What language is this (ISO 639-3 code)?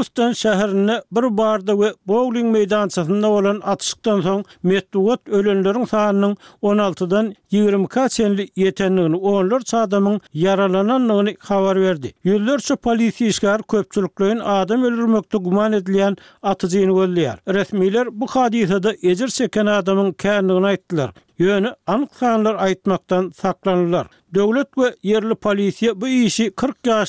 tuk